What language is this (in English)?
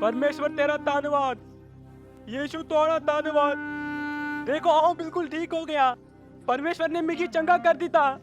Dogri